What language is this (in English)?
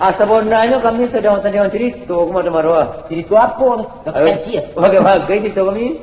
Minangkabau